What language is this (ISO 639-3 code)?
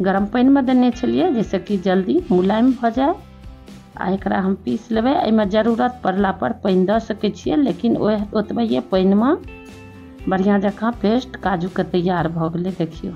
mai